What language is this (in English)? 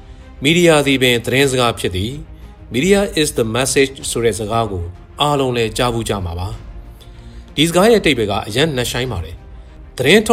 Burmese